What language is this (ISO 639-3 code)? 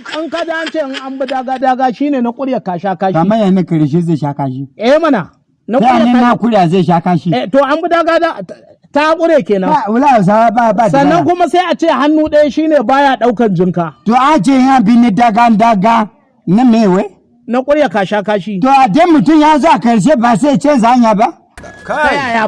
hau